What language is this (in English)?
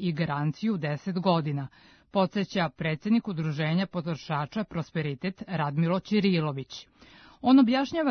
Serbian